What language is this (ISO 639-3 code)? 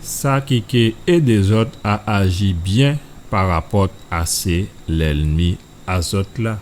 gcf